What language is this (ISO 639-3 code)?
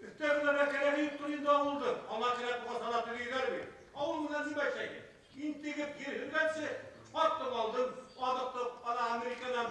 bak